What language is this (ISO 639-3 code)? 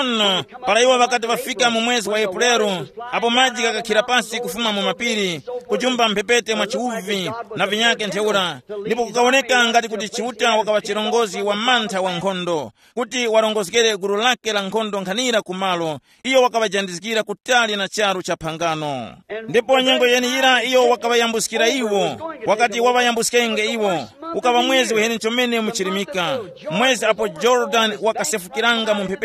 tum